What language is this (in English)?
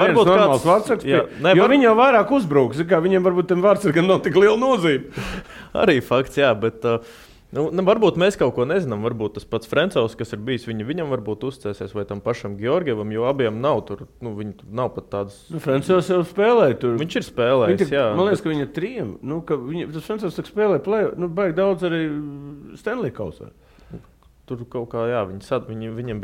Latvian